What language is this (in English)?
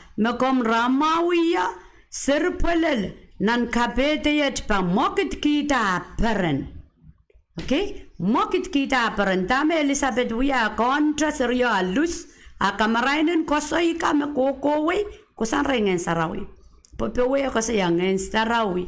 Pohnpeian